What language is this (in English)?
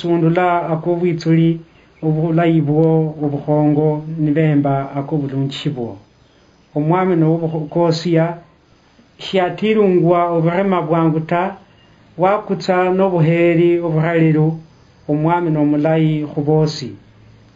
Luyia